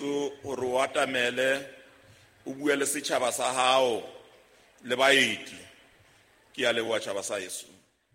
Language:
Southern Sotho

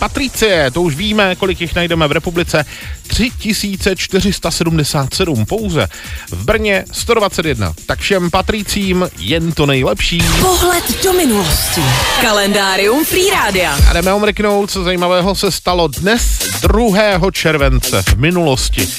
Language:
Czech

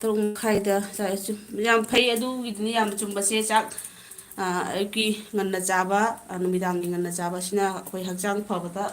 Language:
Manipuri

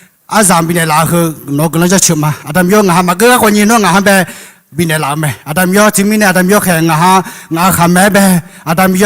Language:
Akha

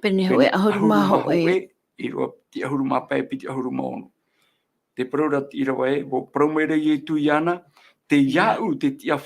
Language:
Tahitian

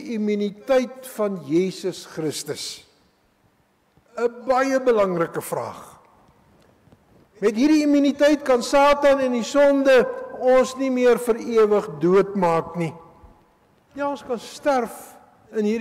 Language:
Afrikaans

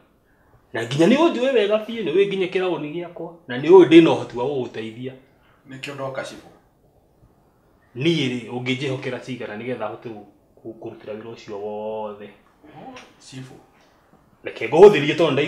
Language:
Kikuyu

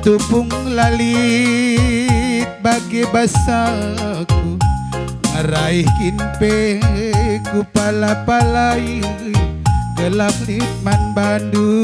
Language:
Batak Karo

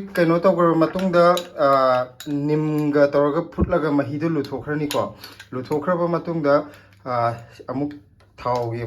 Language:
Manipuri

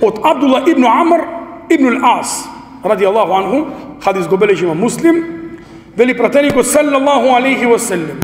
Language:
Macedonian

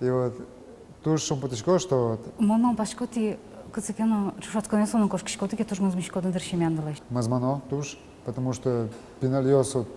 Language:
Udmurt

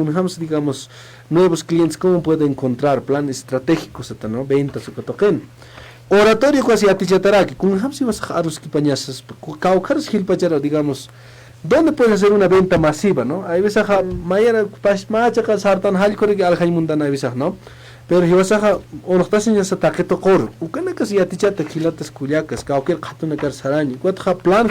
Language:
Aymara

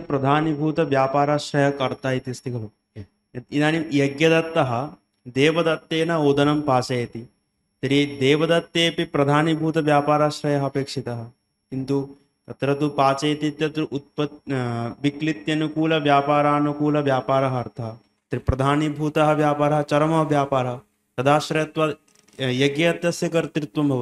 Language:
Sanskrit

